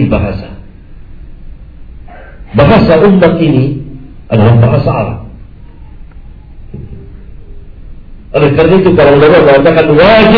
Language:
Indonesian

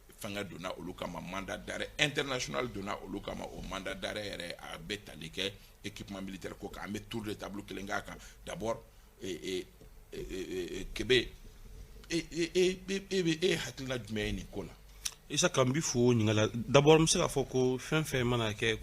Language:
Bambara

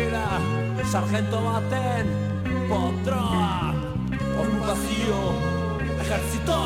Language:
Basque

